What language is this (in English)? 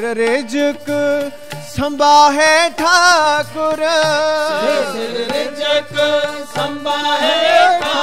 Punjabi